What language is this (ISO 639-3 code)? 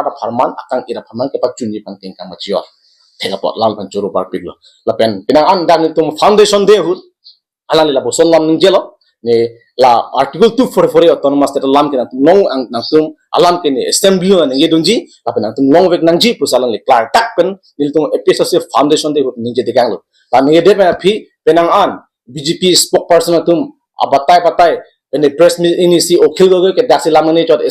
mjw